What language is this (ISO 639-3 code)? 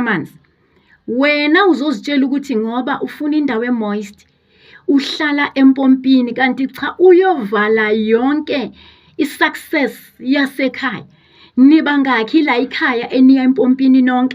zul